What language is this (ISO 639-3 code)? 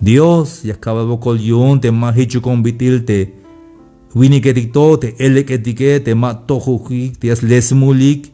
tzh